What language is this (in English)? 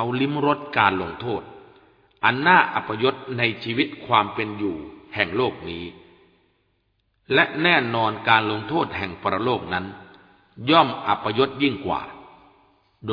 Thai